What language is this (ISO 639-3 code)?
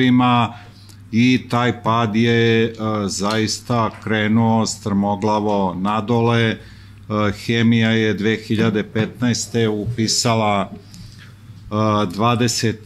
srp